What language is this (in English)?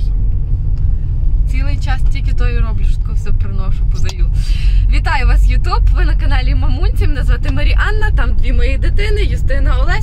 Ukrainian